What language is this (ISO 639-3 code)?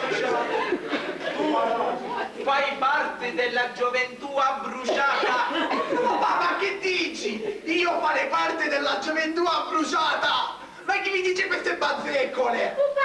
scn